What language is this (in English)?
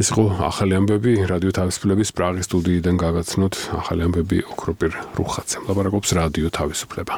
Georgian